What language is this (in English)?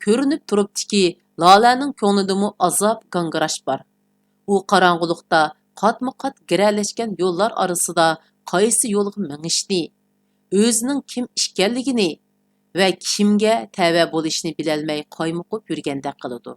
Uyghur